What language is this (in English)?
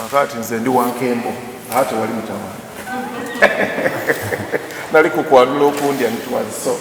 Soga